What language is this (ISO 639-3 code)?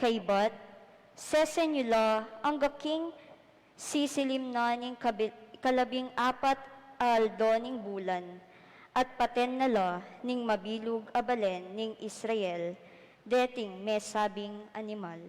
pam